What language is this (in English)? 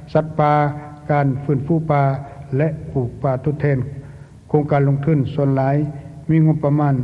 Lao